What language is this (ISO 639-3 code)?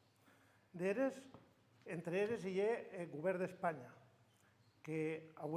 oci